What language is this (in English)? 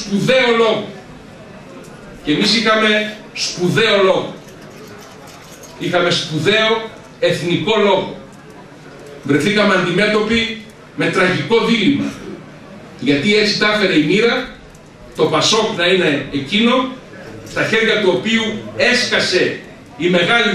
Greek